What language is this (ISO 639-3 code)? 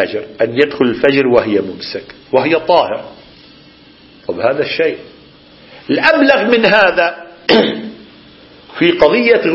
ara